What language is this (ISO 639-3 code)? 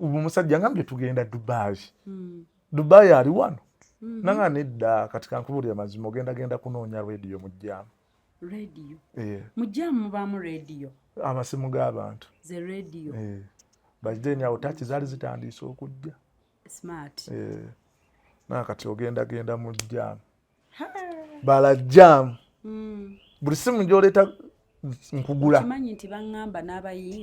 lug